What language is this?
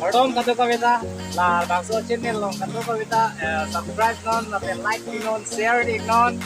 Karbi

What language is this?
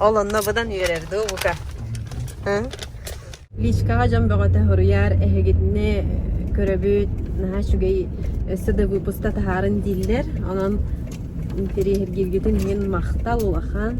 Yakut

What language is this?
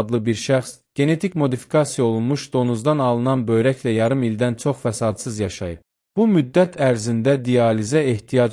Azerbaijani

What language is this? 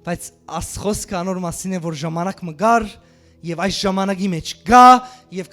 Western Armenian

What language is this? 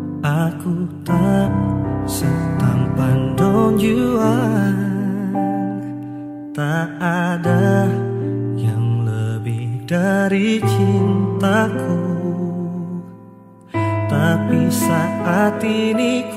Indonesian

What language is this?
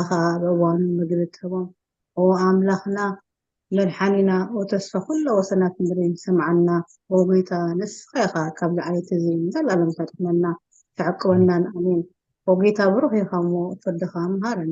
Tigrinya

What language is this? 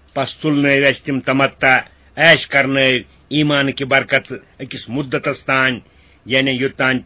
Kashmiri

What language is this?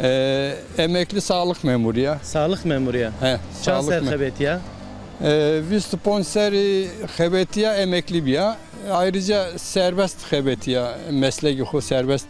Zaza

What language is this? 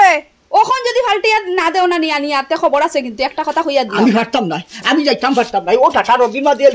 Sylheti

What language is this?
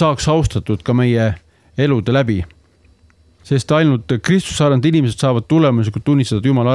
Estonian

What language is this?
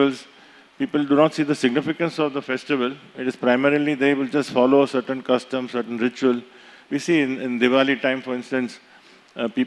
English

